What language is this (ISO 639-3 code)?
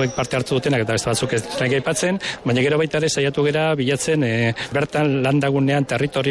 eus